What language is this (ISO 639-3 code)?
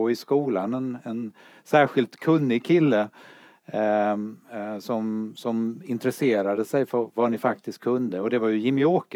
swe